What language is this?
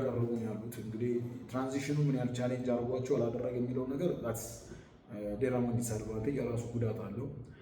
Amharic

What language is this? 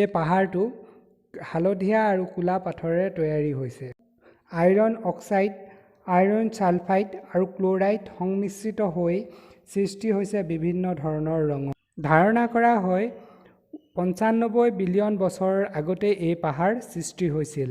Assamese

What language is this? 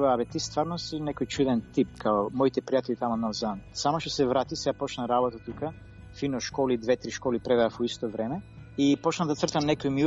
Macedonian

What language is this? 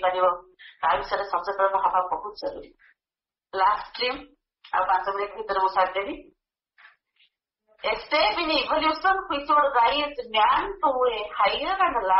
Odia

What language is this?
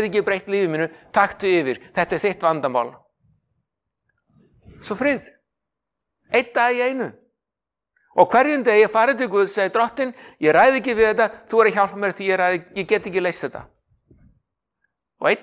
Icelandic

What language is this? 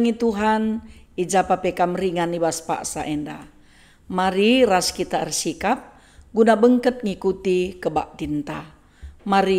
Batak Karo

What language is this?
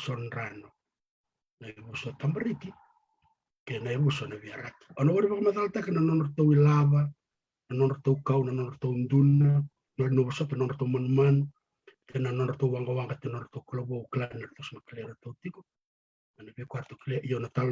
Fijian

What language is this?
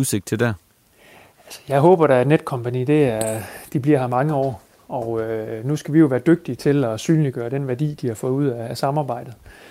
Danish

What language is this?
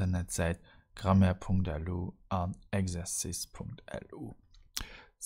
Luxembourgish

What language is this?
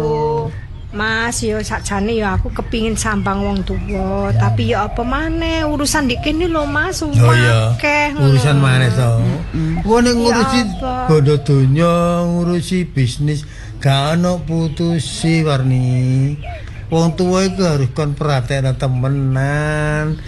Javanese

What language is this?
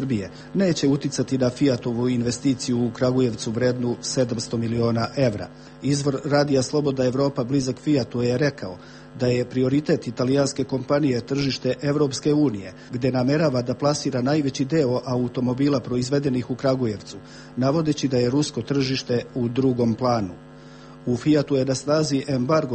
Serbian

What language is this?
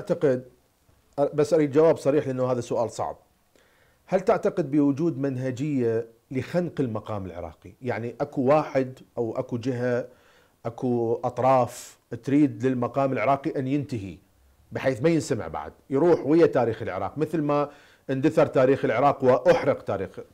Mesopotamian Arabic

